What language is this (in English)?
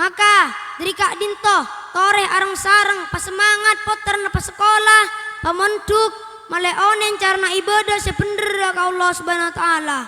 Madurese